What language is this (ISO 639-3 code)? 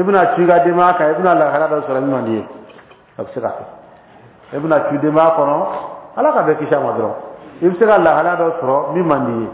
bam